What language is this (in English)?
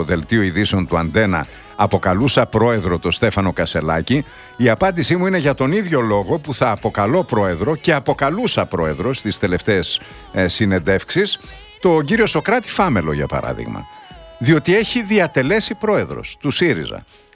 Greek